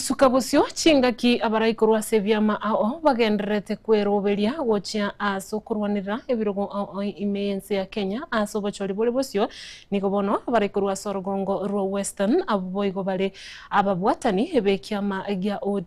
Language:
Gusii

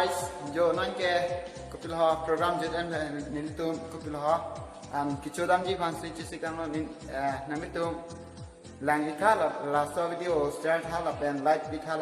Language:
Karbi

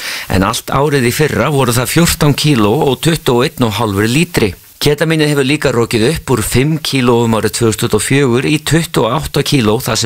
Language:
Icelandic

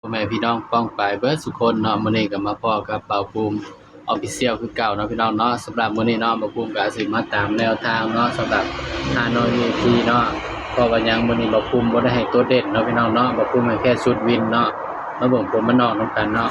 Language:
Northeastern Thai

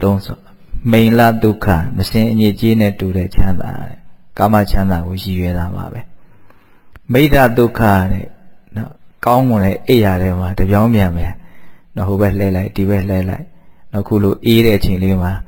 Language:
Burmese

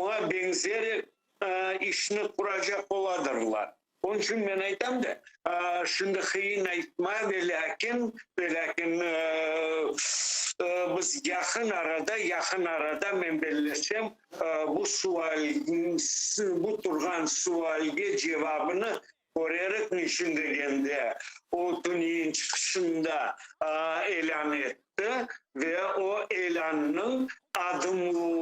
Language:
Crimean Tatar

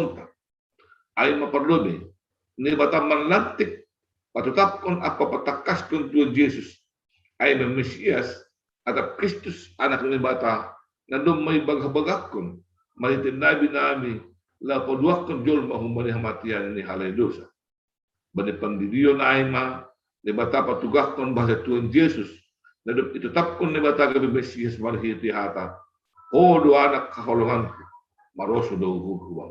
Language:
Batak Simalungun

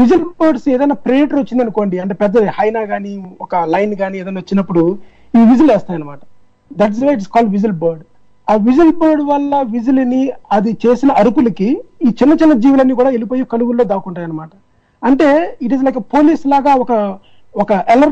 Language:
Telugu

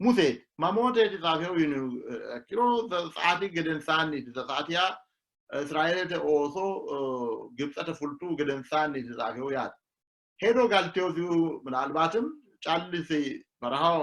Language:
Sidamo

